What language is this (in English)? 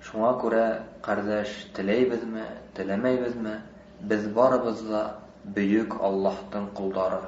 Bashkir